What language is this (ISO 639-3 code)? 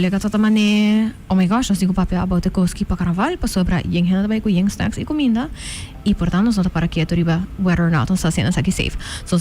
pap